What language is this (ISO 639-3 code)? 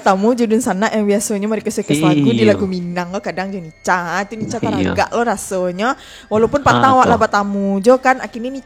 min